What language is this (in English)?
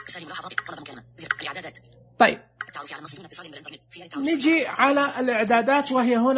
Najdi Arabic